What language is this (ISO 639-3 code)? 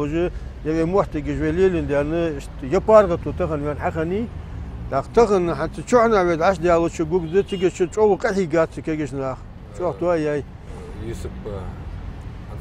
inh